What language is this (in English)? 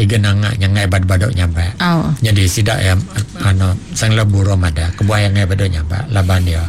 Iban